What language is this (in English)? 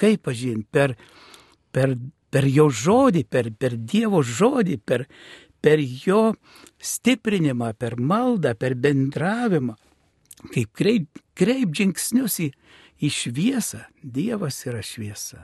Lithuanian